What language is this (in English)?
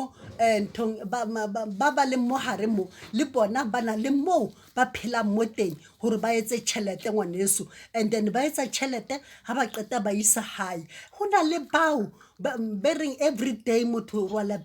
Southern Sotho